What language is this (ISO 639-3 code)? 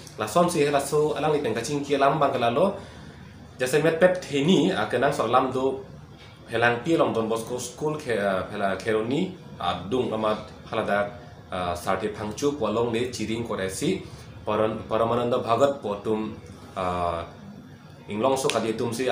mjw